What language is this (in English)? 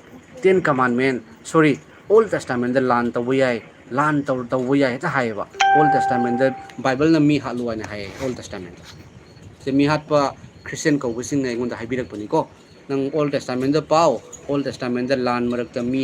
Manipuri